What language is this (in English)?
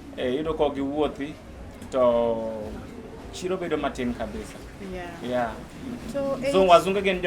Luo (Kenya and Tanzania)